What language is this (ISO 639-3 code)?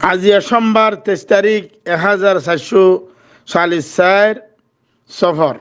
rhg